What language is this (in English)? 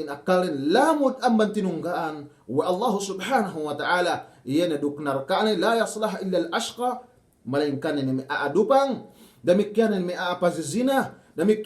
Yakan